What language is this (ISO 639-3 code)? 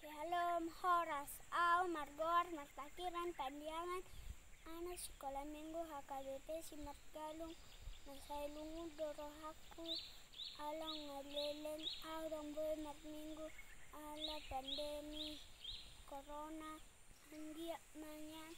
bbc